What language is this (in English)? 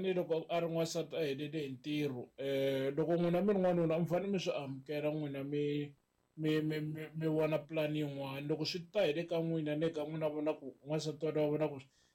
Tsonga